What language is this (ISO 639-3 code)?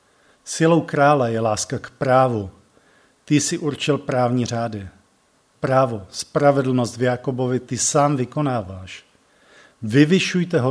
ces